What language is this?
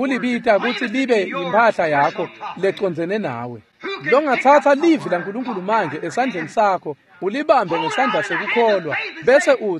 Swati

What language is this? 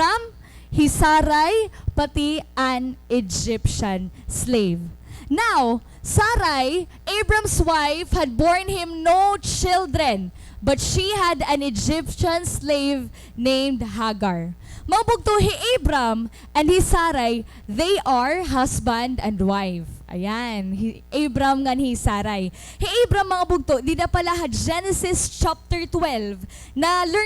Waray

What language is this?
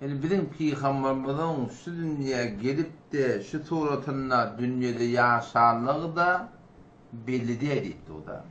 Turkmen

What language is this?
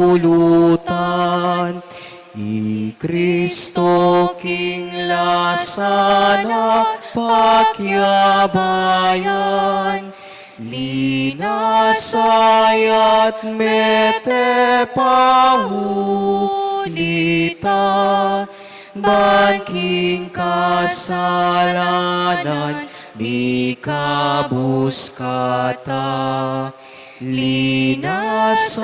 Pampanga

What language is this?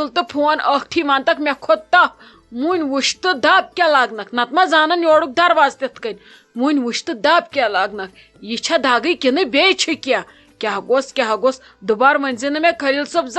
Kashmiri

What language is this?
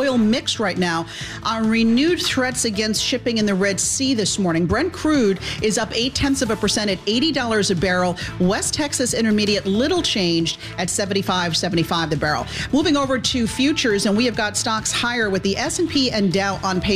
English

